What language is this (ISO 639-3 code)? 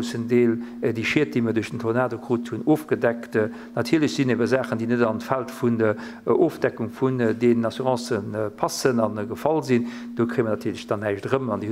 ltz